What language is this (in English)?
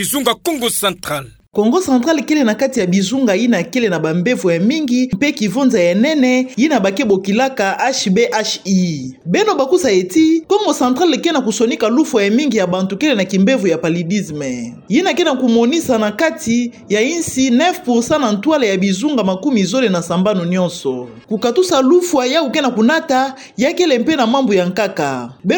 Kituba (Democratic Republic of Congo)